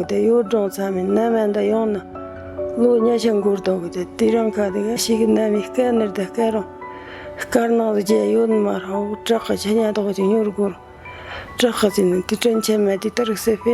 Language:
Tibetan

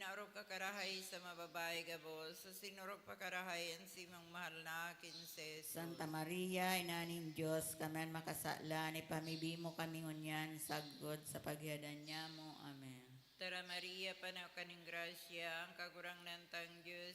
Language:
Bikol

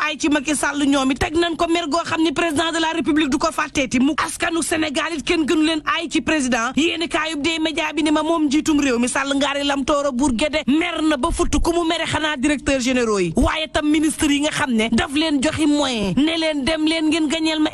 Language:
Wolof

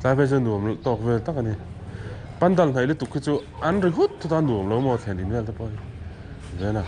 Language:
Mizo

